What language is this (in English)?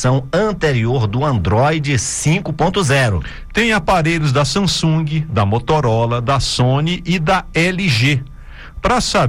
Portuguese